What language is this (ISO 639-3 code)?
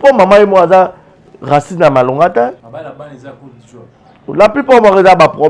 lin